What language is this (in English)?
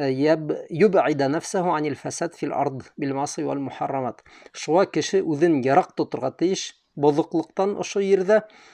Bashkir